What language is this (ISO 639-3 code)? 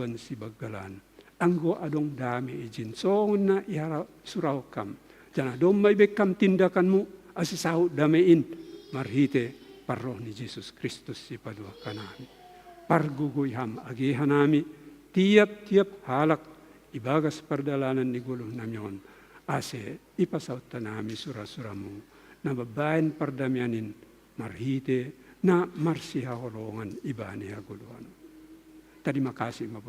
bts